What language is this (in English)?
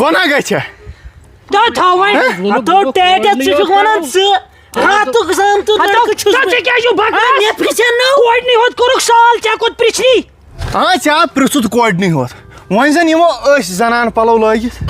Kashmiri